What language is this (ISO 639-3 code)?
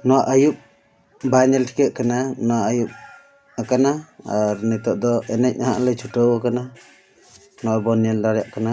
sat